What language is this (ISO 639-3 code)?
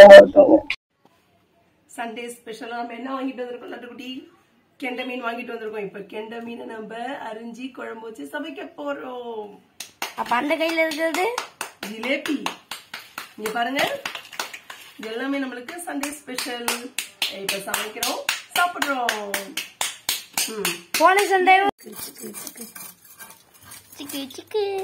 tam